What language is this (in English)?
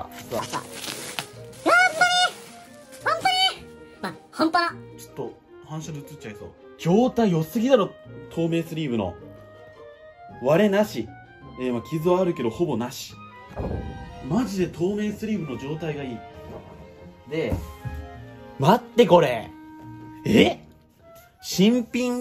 Japanese